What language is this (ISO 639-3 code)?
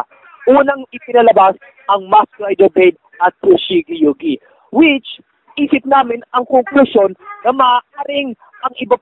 fil